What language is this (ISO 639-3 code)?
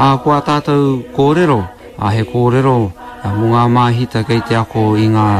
mri